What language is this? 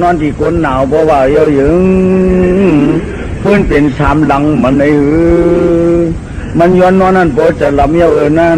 Shan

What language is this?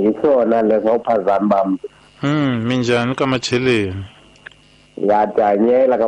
Tsonga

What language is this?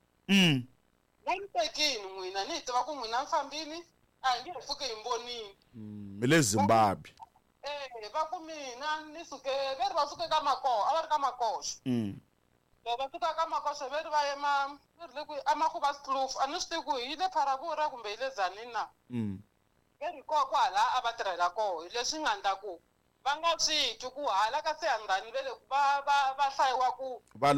Tsonga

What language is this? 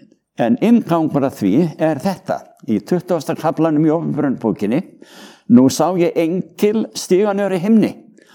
Icelandic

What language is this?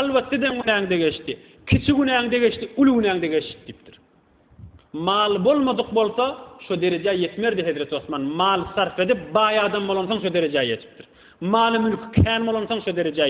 Turkmen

